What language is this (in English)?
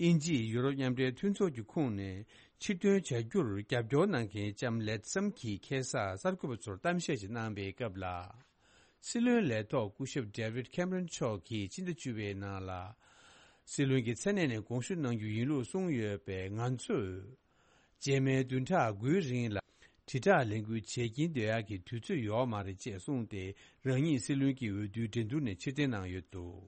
Tibetan